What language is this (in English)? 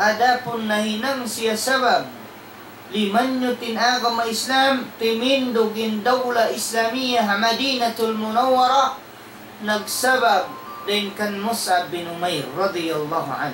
Tausug